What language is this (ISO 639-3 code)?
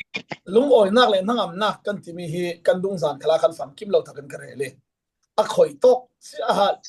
cfm